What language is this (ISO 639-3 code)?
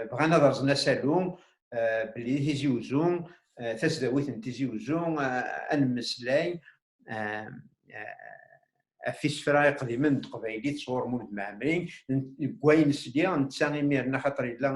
kab